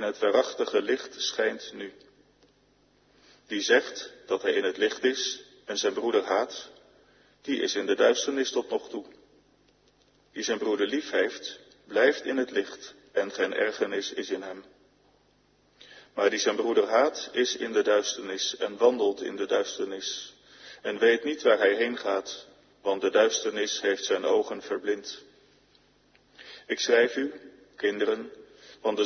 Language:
Dutch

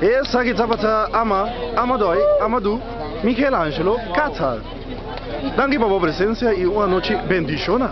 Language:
Papiamento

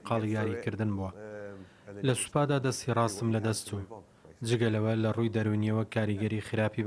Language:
Central Kurdish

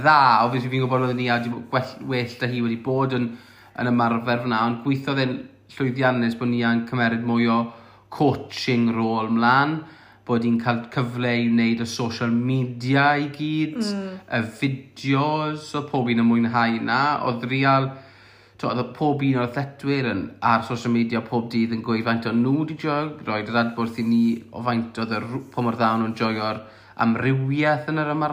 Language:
Welsh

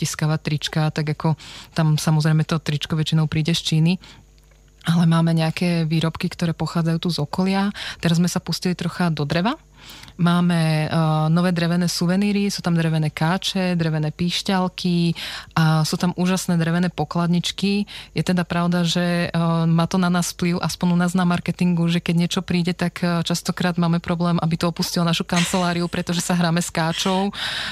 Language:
Slovak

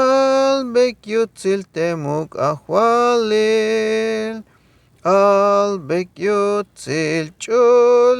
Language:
Tzeltal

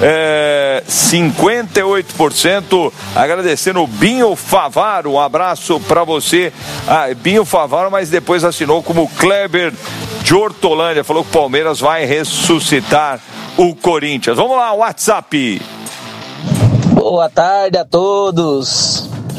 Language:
Portuguese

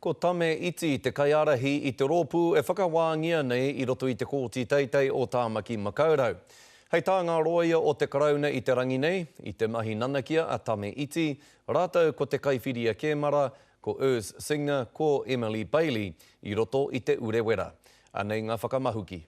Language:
Māori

